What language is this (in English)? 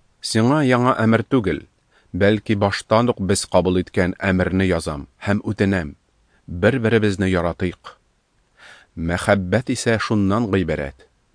Tatar